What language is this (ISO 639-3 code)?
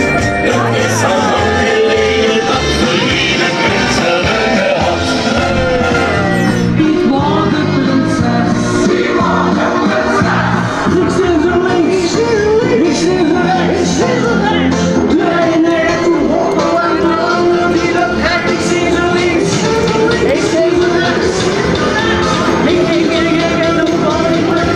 nld